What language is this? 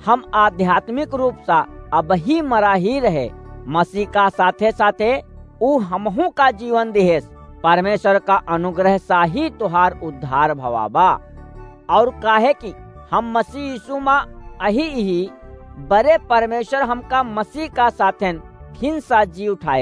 Awadhi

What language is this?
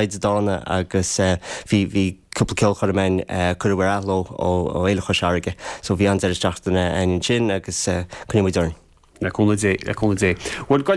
Irish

